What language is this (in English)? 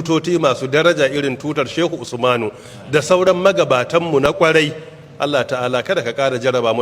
Hausa